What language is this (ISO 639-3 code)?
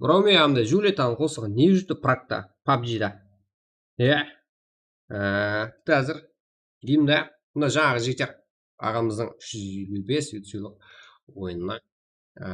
kaa